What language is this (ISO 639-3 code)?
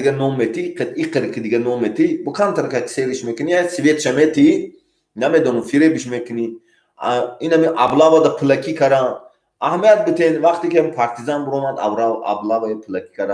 tgk